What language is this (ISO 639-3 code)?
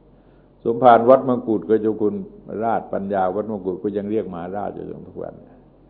tha